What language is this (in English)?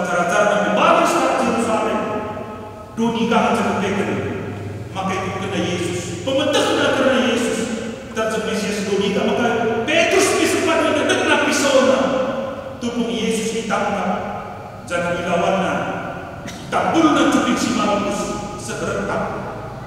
Batak Karo